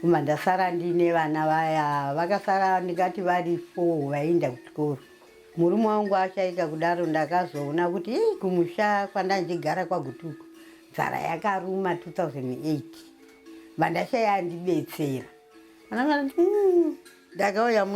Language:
Shona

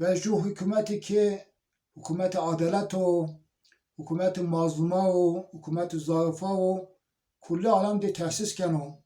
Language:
Zaza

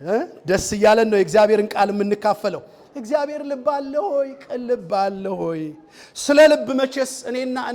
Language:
Amharic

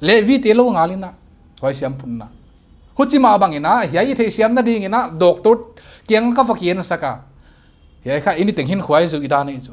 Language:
Paite Chin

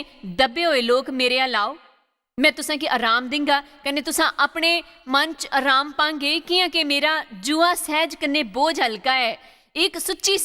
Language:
Dogri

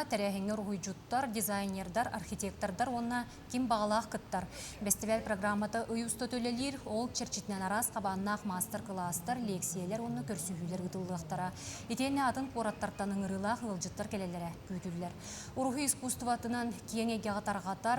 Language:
Yakut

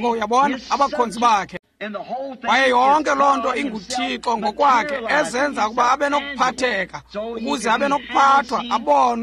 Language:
Xhosa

